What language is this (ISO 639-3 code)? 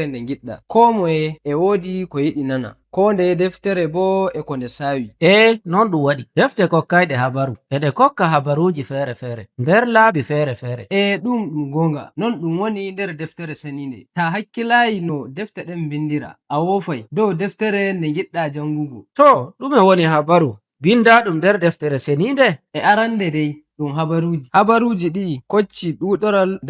fuv